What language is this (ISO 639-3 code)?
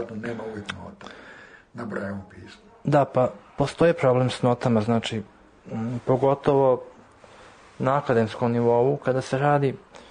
srp